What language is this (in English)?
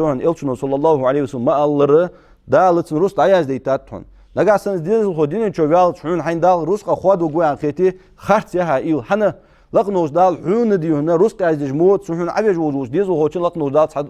Ingush